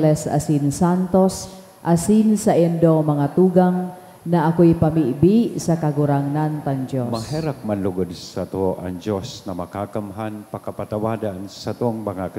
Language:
Bikol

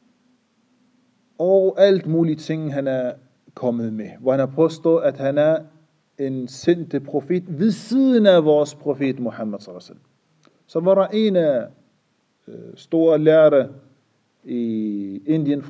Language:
Danish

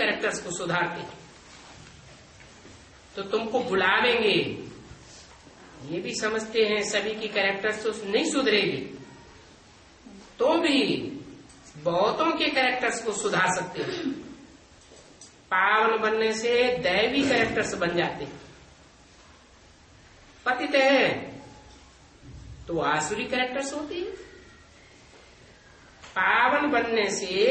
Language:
Hindi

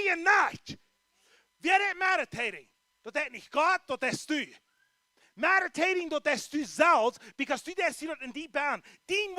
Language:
Plautdietsch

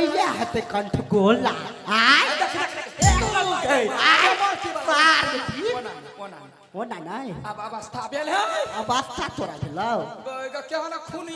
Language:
Maithili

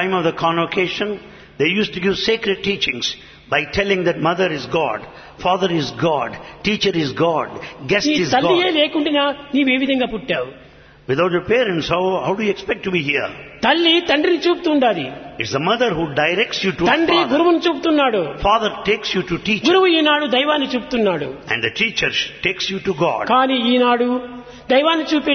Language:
Telugu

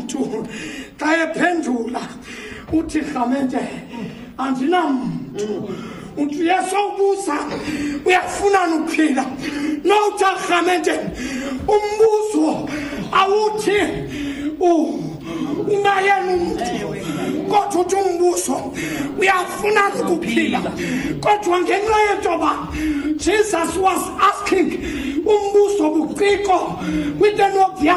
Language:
Xhosa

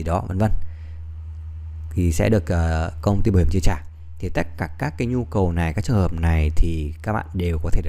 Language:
Vietnamese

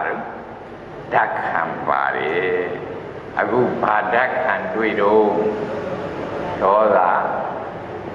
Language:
Burmese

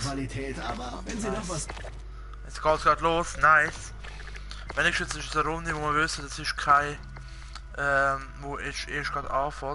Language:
Swiss German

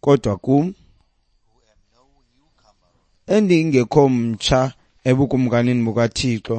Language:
Xhosa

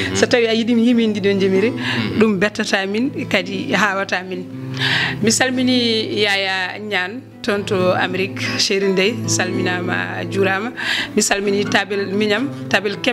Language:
Fula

